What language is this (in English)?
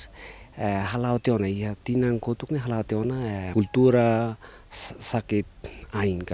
Tetum